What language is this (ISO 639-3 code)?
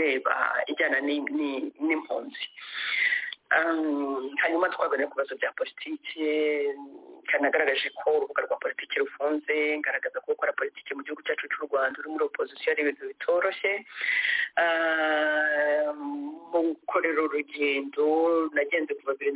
kin